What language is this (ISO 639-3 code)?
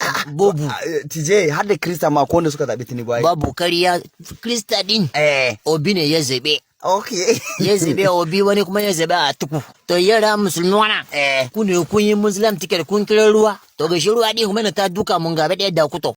hau